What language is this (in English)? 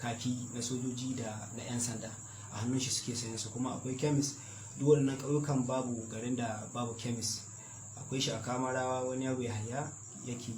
Hausa